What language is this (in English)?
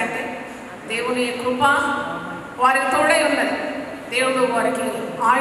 Telugu